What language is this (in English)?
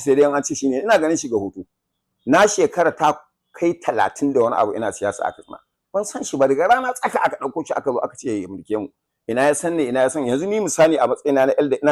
Hausa